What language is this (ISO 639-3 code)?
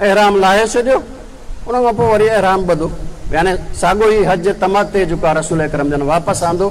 snd